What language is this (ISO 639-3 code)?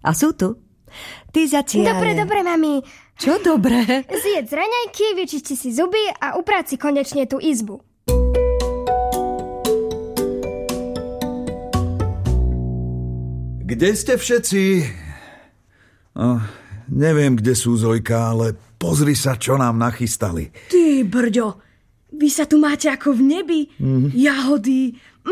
slk